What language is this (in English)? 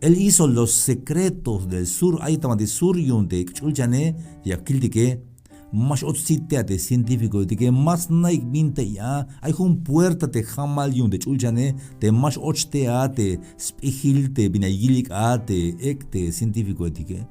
Tzeltal